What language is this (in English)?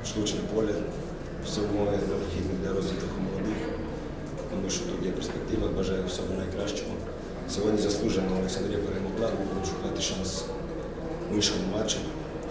Ukrainian